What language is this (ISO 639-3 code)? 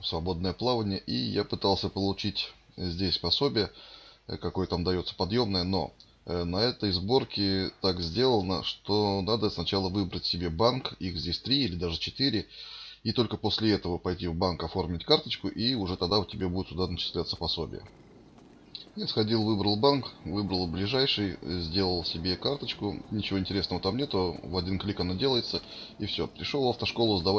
rus